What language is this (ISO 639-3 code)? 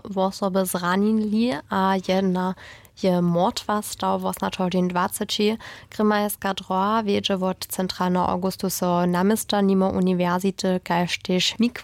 hsb